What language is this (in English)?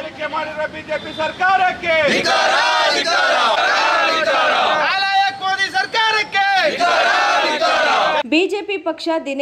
Kannada